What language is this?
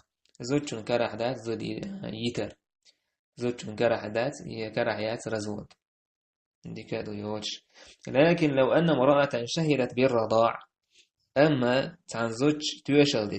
Chechen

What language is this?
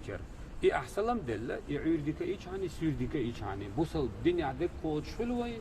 Chechen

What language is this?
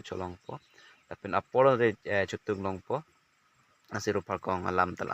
Karbi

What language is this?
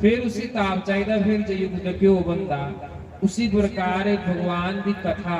Dogri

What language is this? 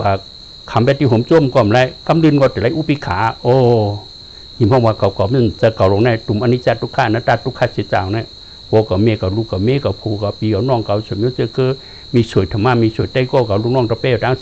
Shan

